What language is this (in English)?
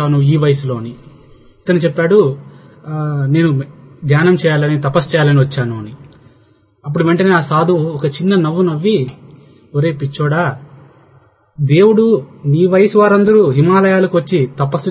Telugu